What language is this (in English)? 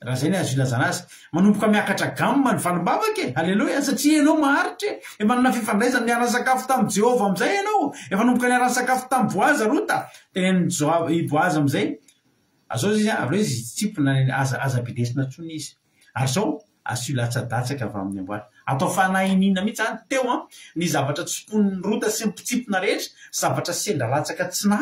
Malagasy